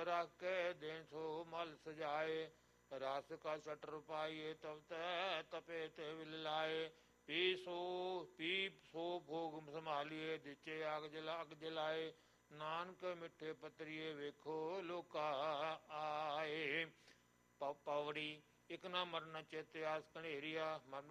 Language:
Punjabi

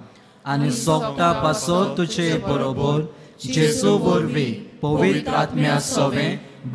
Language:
Konkani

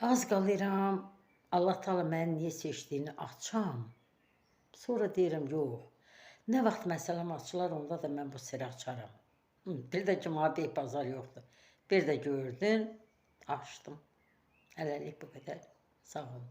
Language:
Azerbaijani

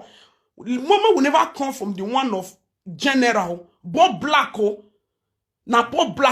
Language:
Nigerian Pidgin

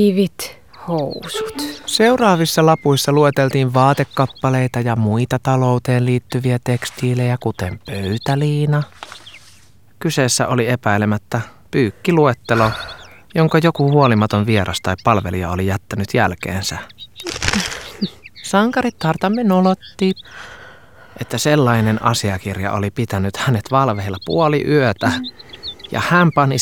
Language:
Finnish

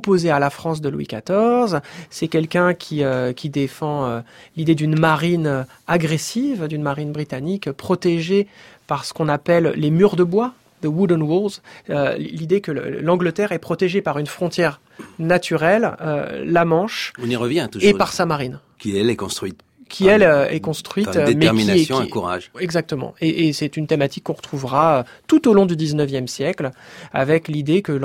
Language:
French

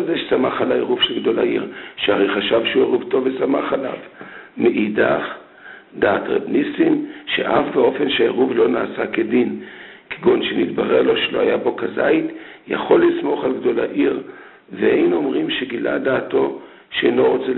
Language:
Hebrew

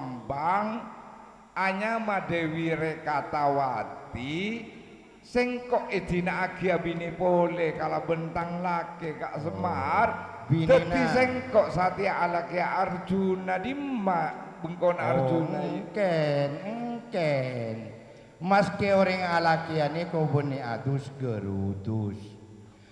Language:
Madurese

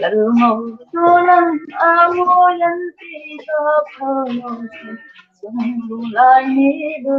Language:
Hmar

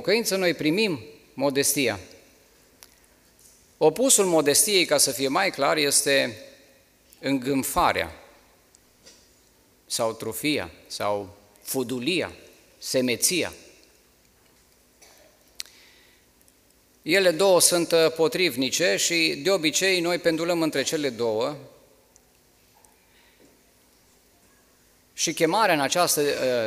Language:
Romanian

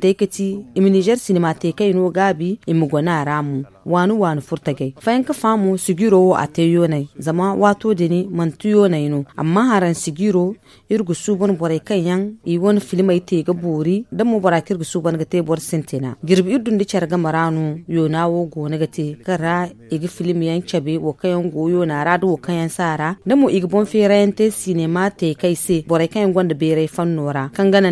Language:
Zarma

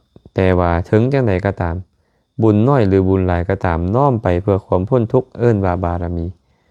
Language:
Lao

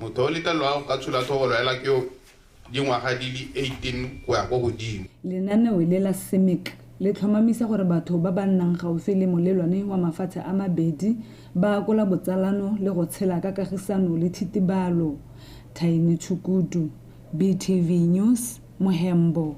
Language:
Tswana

